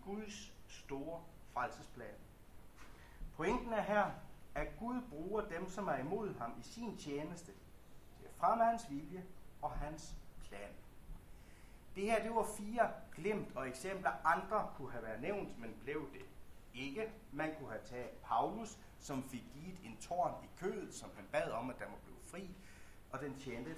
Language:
Danish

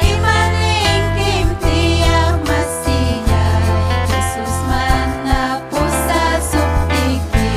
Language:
Ayacucho Quechua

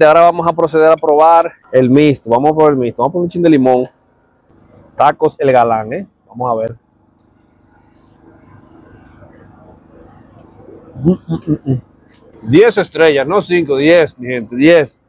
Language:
Spanish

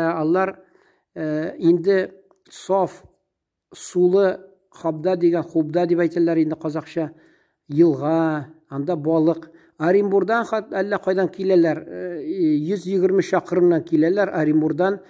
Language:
Tatar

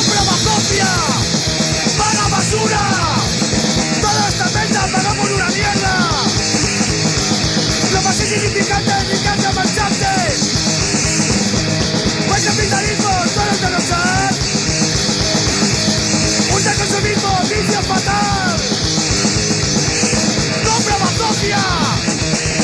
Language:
Spanish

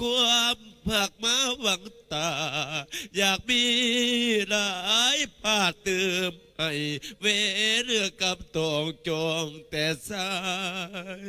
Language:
Northeastern Thai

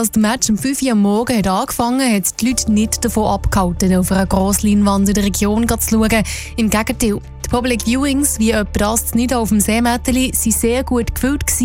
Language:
German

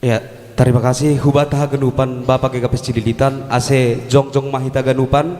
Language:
Batak Simalungun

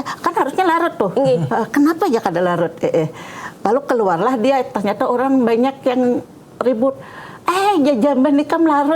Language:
Banjar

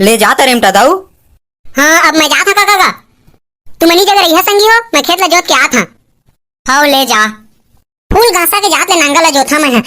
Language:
Chhattisgarhi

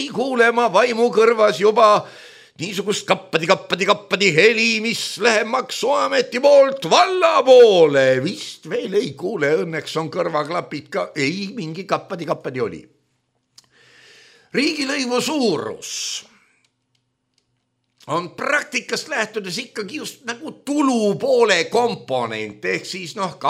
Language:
Estonian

